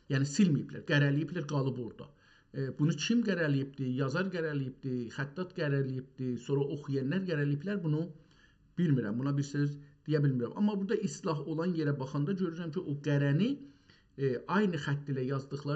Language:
South Azerbaijani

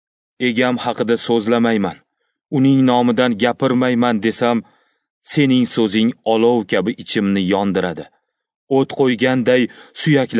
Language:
Uzbek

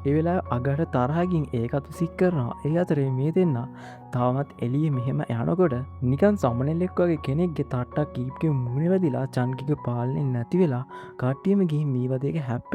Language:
Sinhala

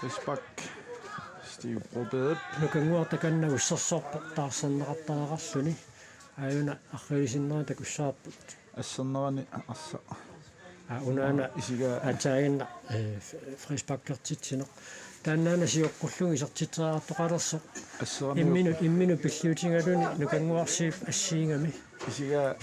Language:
Kalaallisut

